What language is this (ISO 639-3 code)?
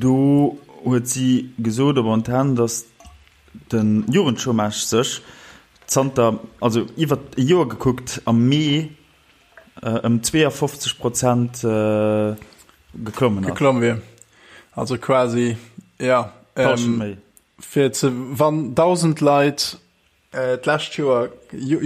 ltz